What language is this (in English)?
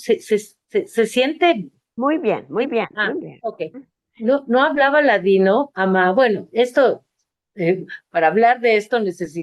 Ladino